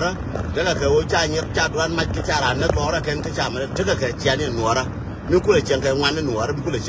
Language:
Nuer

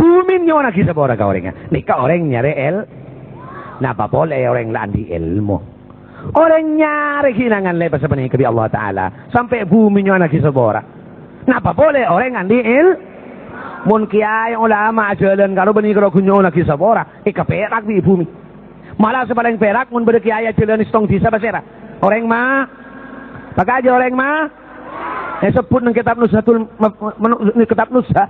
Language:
Madurese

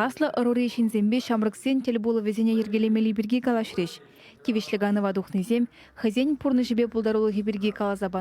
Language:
Chuvash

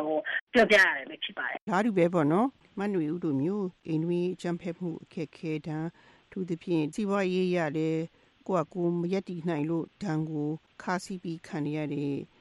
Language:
Burmese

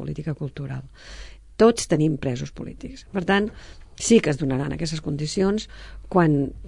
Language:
Catalan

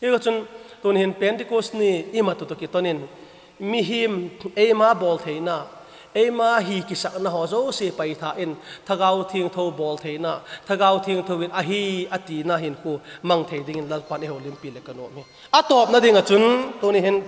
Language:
Vaiphei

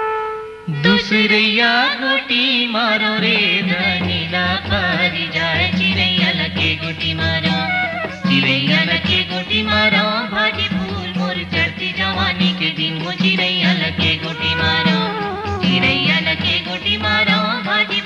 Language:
Chhattisgarhi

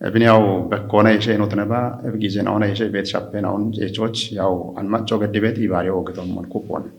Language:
Kafa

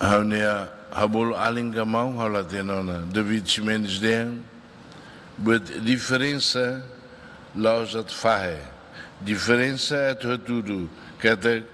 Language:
Tetum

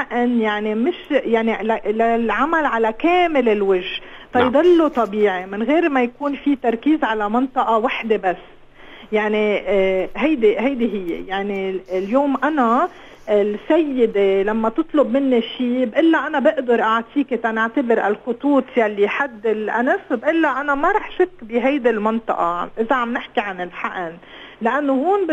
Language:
North Levantine Arabic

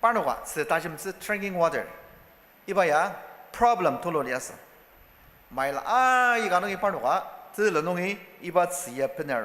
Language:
Ao Naga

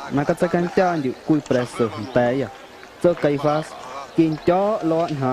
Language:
Guerrero Amuzgo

